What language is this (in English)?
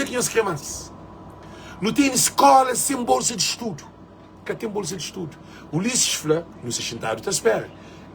Kabuverdianu